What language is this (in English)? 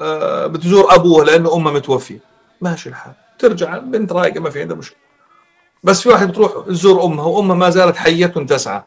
North Levantine Arabic